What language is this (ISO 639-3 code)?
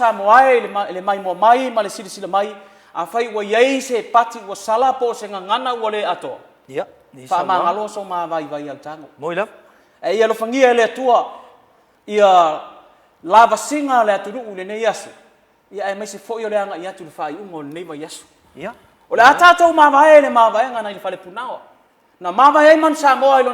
smo